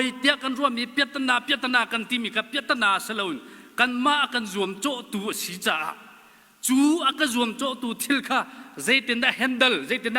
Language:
Hakha Chin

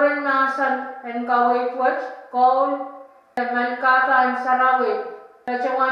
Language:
Pohnpeian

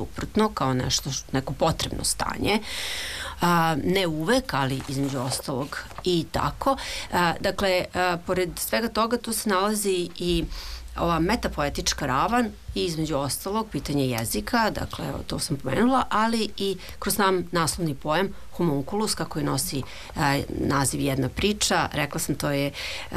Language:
Serbian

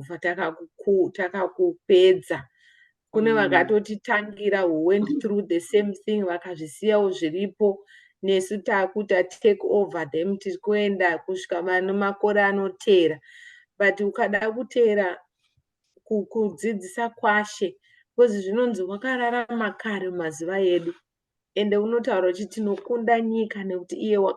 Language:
Shona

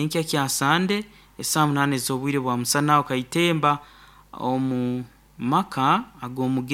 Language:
Nyoro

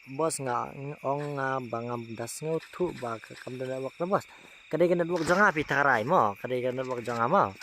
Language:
Khasi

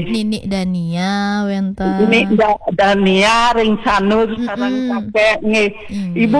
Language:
Balinese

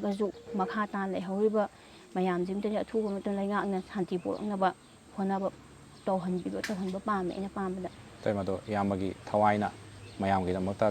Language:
Manipuri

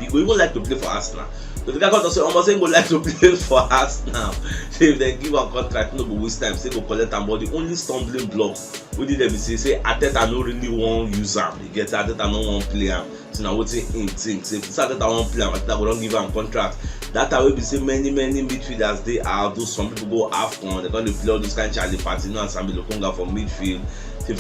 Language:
Nigerian Pidgin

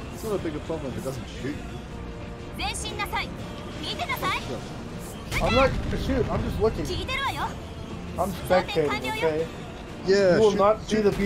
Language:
English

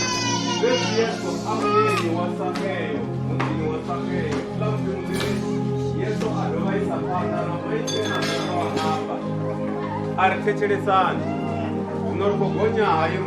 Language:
Venda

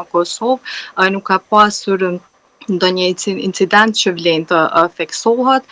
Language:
Albanian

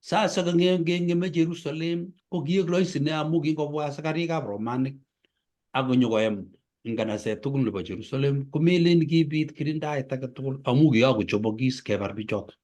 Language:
Kalenjin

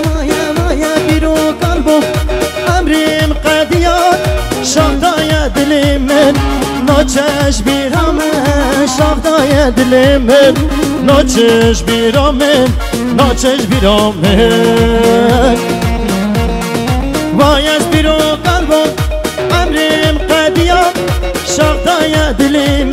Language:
Kurdish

